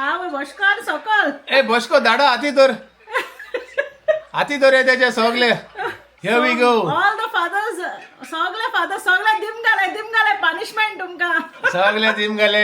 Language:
Konkani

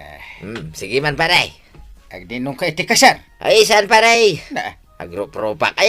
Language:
Iloko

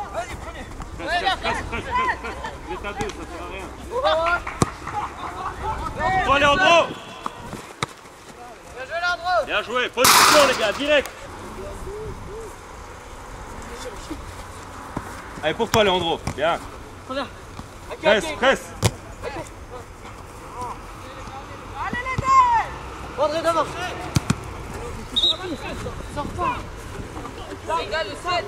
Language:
French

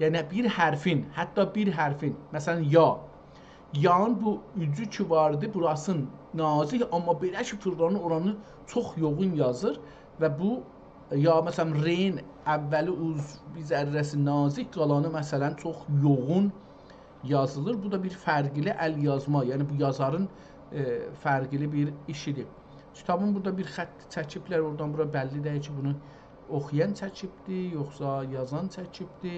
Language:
South Azerbaijani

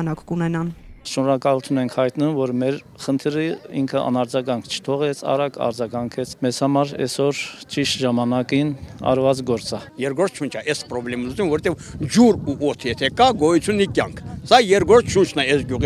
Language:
Armenian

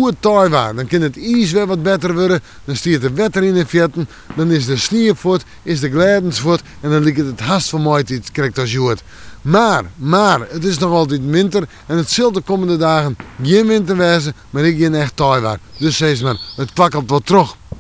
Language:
Western Frisian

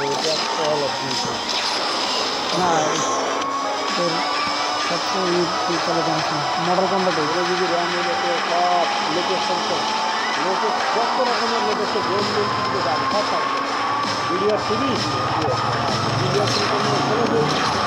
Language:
Bangla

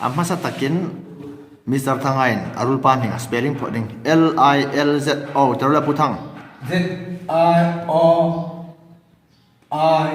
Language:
Hmar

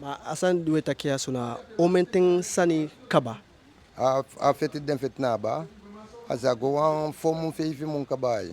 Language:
Eastern Maroon Creole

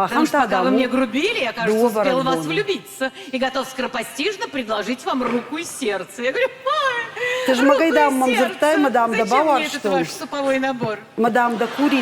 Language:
Ossetic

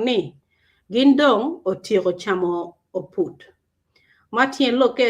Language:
Acoli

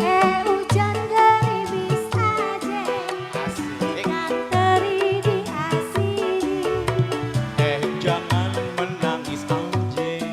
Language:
Betawi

